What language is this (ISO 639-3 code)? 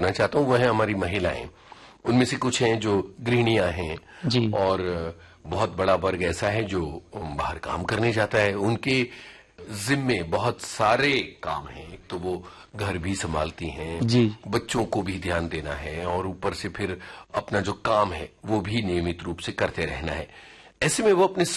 hin